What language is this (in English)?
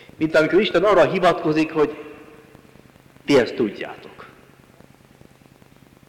Hungarian